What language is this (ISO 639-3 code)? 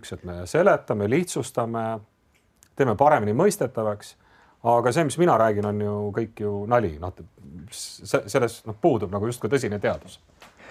est